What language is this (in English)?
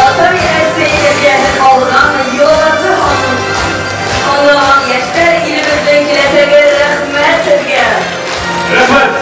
Bashkir